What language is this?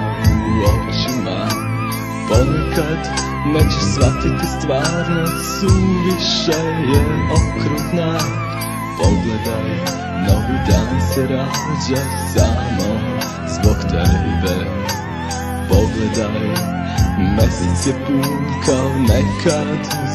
Serbian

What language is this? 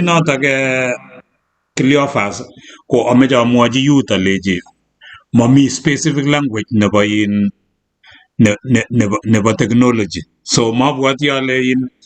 Kalenjin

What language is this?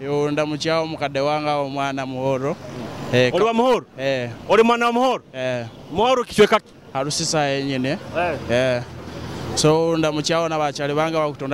Nyoro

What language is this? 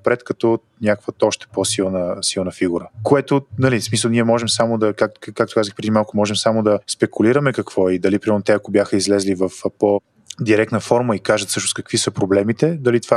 Bulgarian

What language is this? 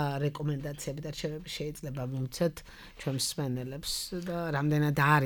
Georgian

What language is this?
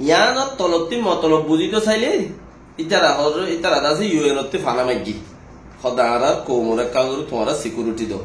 Rohingya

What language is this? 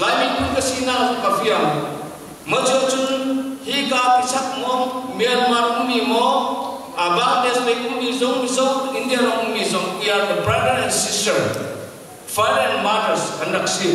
Hakha Chin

